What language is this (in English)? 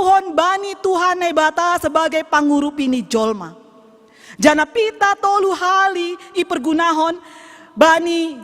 Batak Simalungun